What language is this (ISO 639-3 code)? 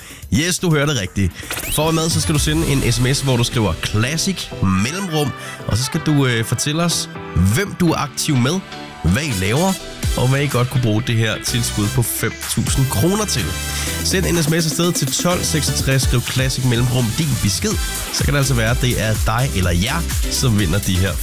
dan